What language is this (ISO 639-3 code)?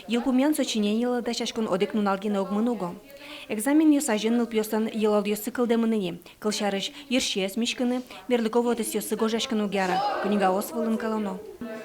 udm